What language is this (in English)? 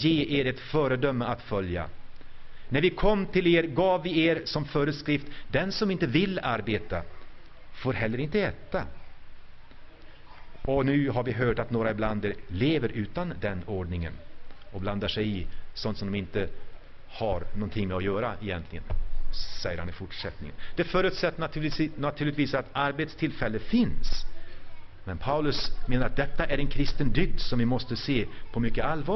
Swedish